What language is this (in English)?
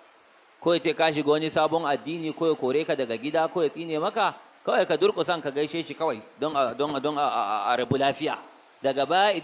Hausa